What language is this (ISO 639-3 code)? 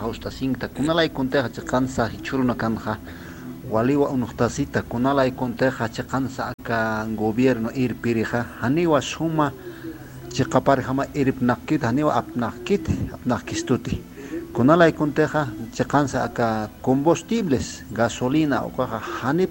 aym